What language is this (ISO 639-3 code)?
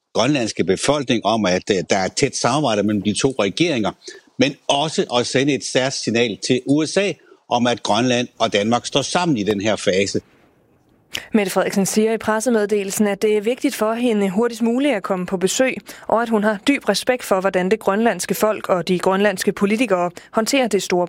dan